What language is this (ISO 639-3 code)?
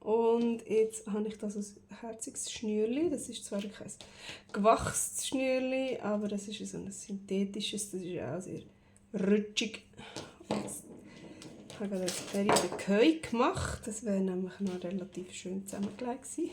gsw